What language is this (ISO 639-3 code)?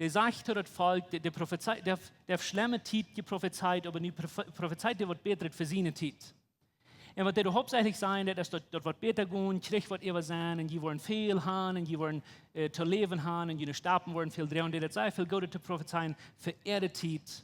pdt